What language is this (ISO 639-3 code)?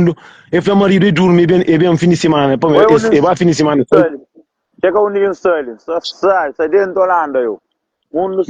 kea